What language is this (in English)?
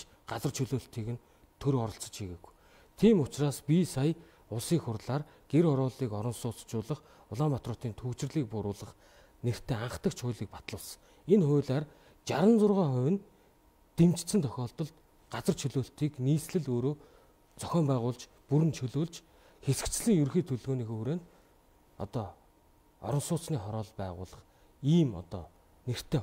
Mongolian